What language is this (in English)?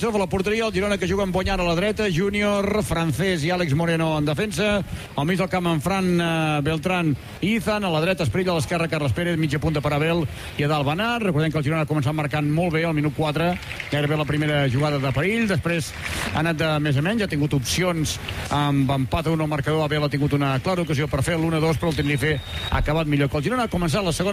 Catalan